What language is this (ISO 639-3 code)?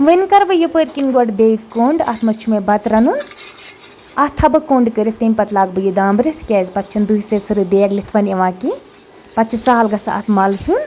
kas